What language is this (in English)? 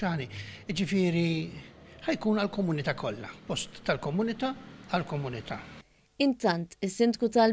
Maltese